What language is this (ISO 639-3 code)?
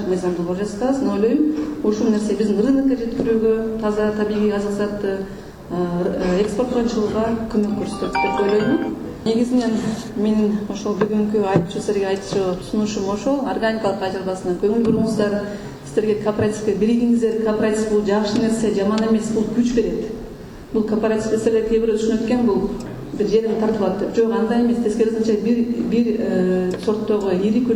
kir